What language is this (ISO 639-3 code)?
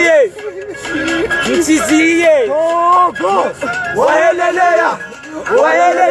swa